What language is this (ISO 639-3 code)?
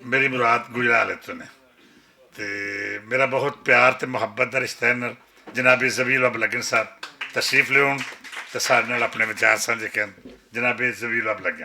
lah